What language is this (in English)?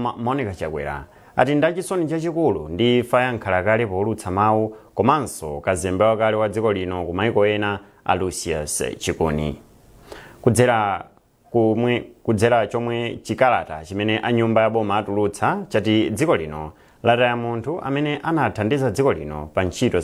Nyanja